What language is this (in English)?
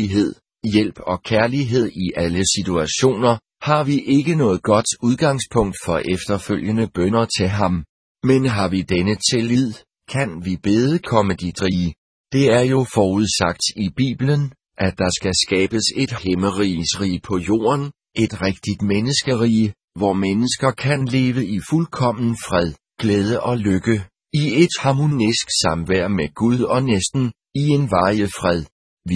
Danish